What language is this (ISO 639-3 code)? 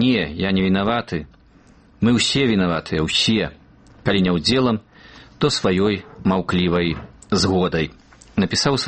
bel